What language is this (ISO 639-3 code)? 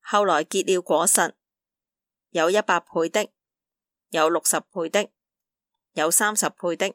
yue